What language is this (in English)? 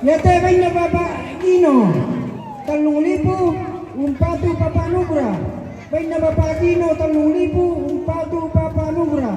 Toraja-Sa'dan